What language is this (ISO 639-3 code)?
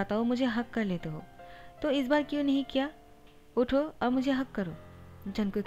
hin